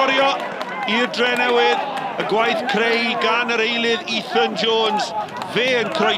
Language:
Welsh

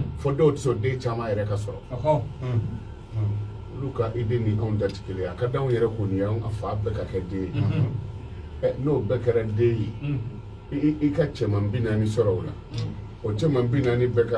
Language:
Bambara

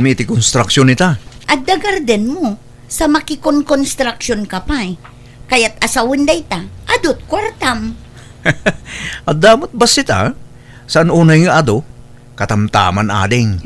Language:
Iloko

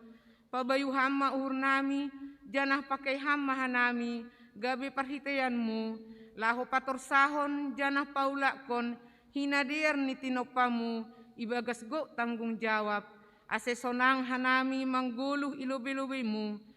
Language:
Batak Simalungun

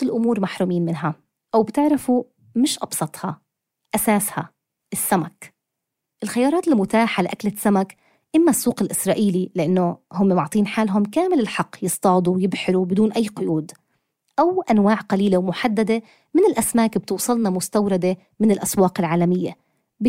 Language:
North Levantine Arabic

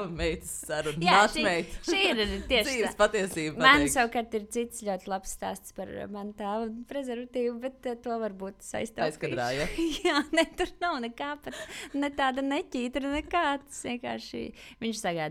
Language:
Latvian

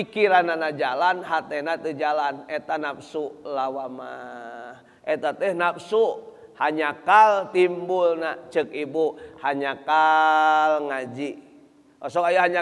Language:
Sundanese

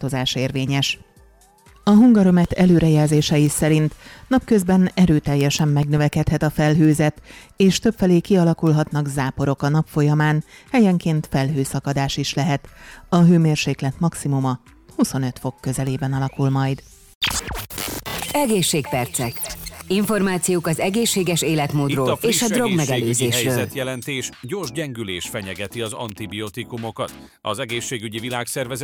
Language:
Hungarian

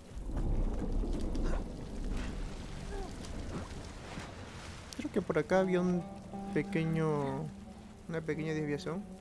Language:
Spanish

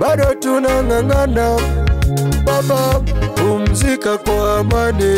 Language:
Gusii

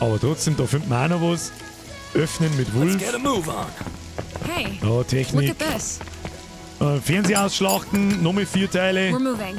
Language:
Bavarian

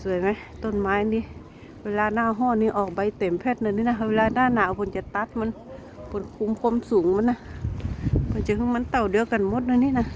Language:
Lao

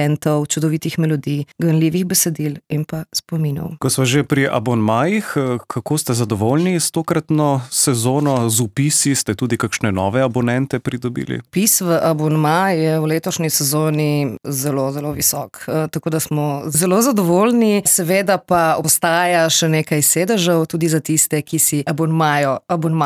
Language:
Slovenian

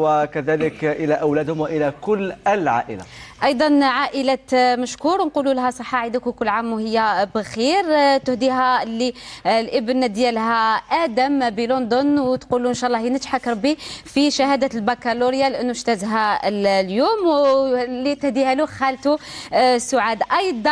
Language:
Algerian Arabic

